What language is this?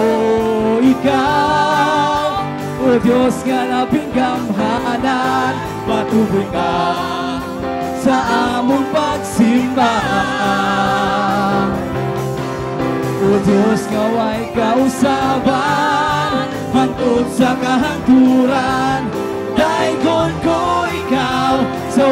Cebuano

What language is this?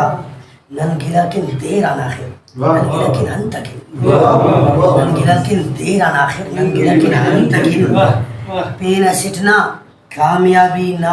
Brahui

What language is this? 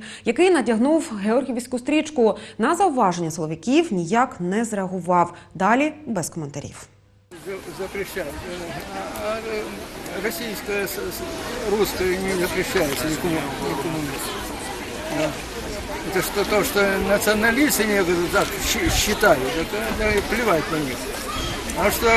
Ukrainian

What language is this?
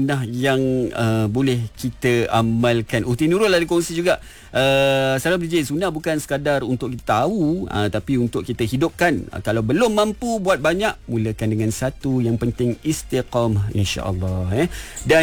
Malay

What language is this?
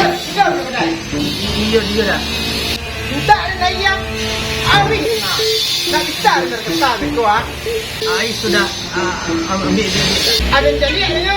Minangkabau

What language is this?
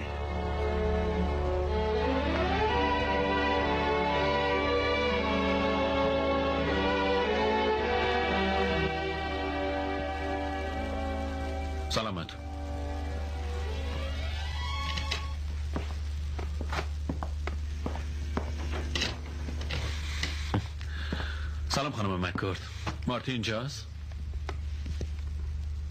Persian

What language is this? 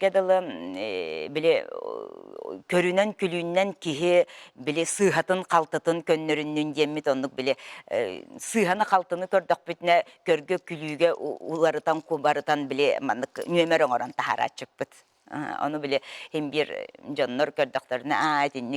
Yakut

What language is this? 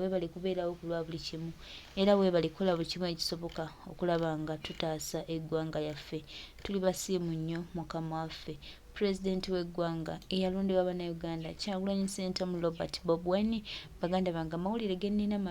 Ganda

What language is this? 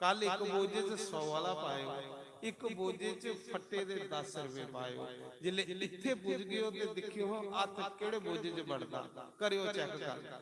Dogri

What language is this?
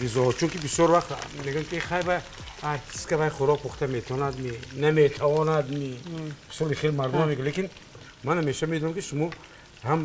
Tajik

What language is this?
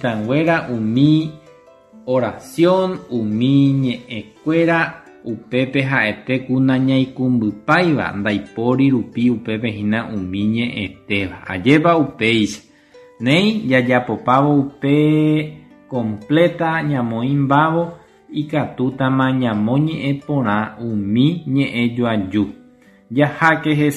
Guarani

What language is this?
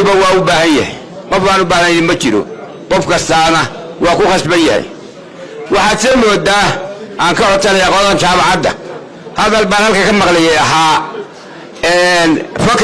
Somali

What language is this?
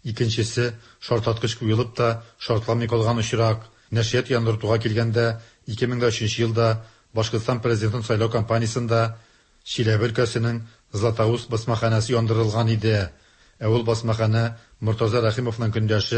Tatar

